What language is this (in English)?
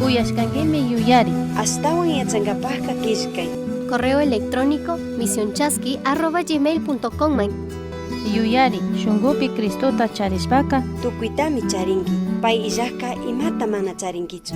Chimborazo Highland Quichua